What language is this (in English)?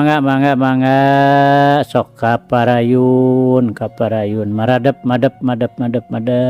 Sundanese